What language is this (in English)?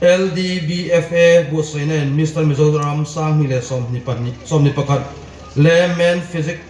Hmar